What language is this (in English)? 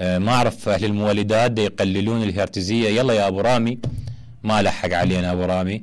Mesopotamian Arabic